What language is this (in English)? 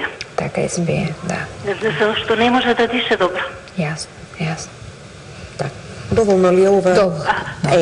Macedonian